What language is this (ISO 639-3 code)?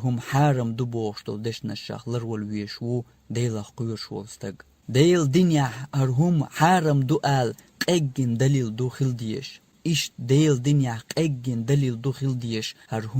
che